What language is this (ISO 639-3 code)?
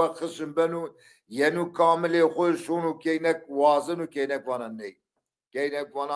zza